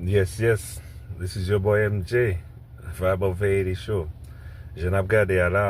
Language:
Haitian Creole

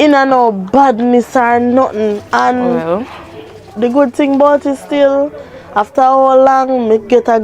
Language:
Jamaican Creole English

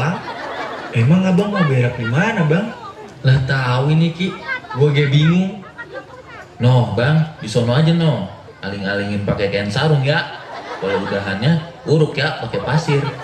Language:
Betawi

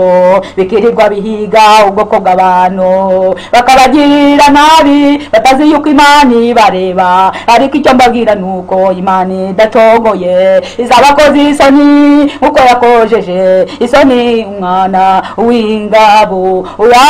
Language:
Kinyarwanda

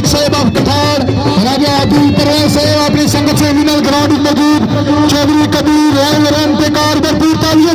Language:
Pahari-Potwari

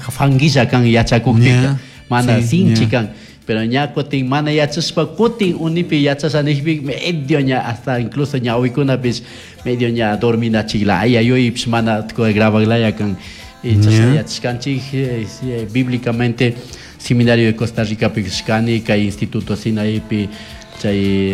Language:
Chimborazo Highland Quichua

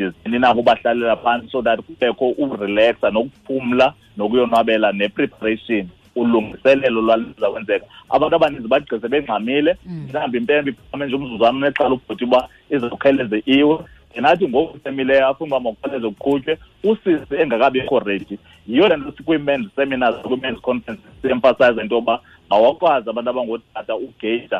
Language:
Xhosa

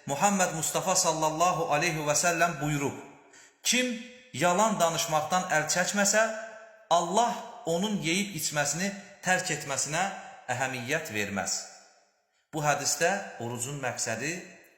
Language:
Azerbaijani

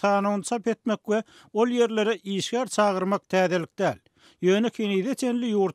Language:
Turkmen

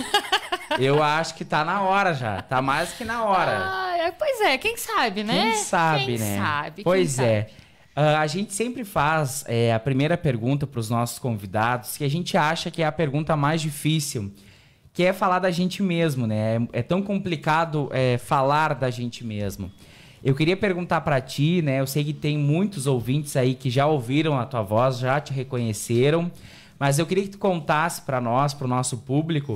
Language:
Portuguese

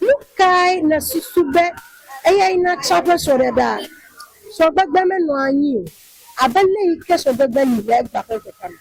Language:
Ewe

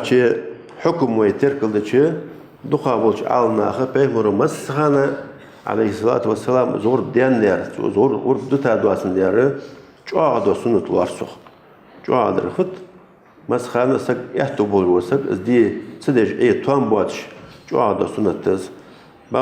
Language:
Ingush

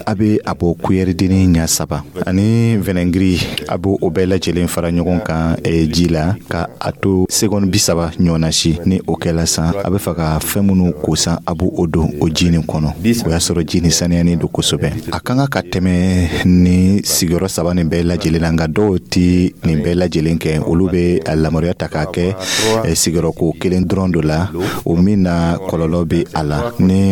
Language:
Dyula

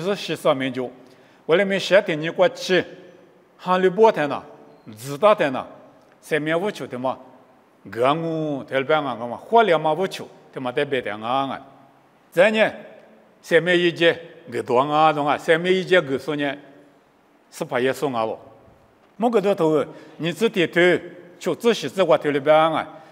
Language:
Lisu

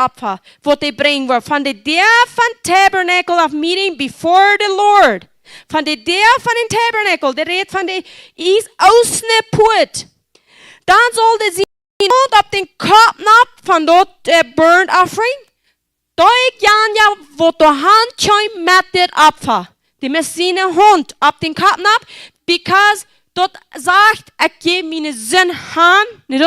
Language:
Plautdietsch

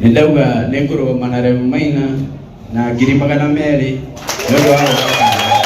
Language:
Kikuyu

